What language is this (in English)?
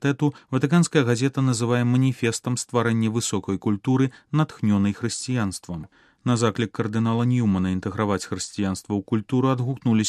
Belarusian